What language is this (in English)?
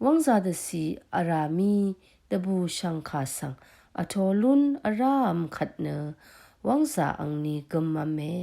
Rawang